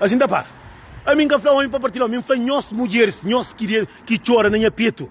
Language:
Kabuverdianu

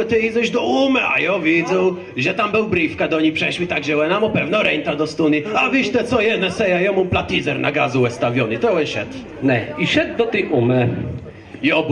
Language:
Kashubian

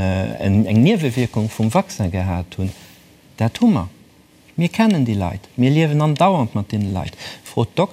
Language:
Luxembourgish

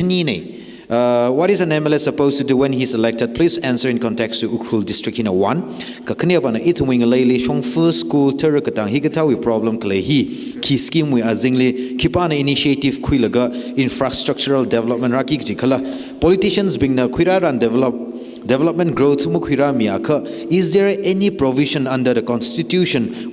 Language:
Tangkhul Naga (India)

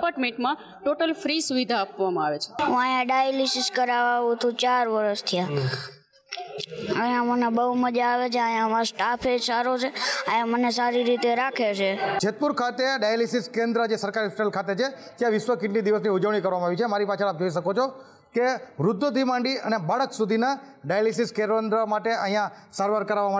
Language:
Gujarati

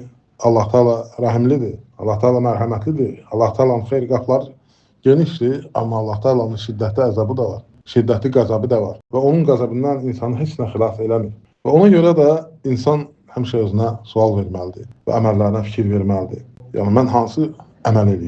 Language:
Azerbaijani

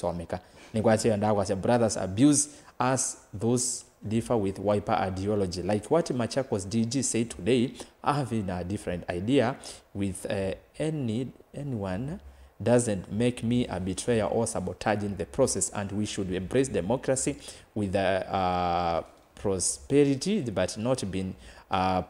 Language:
Kamba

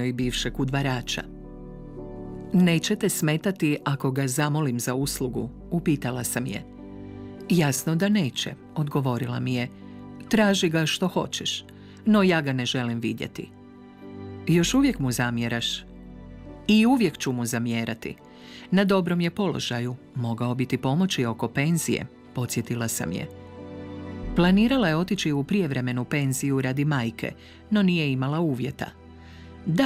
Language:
Croatian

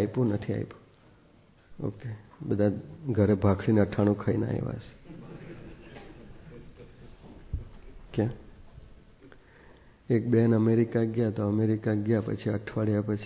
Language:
Gujarati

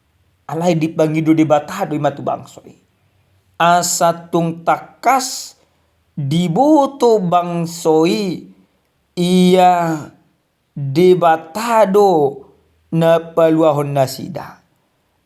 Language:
Batak Toba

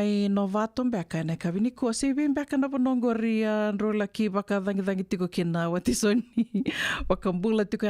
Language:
Fijian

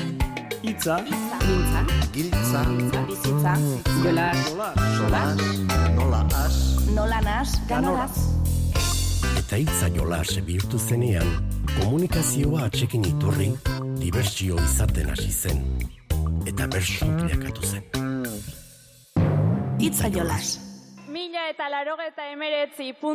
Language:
Basque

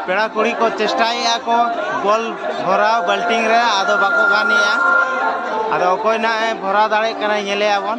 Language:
Santali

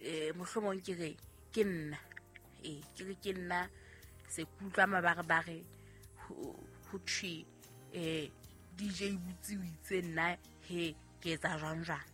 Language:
Southern Sotho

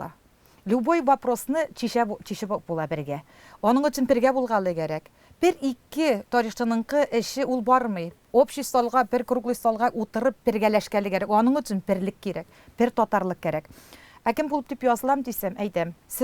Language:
Tatar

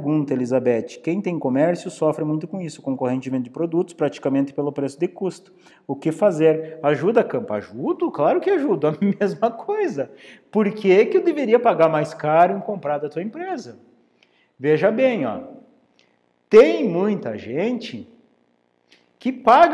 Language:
Portuguese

